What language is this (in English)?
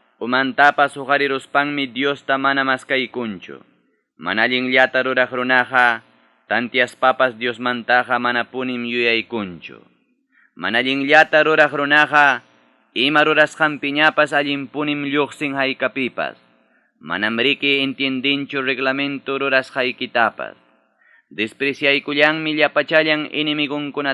Ayacucho Quechua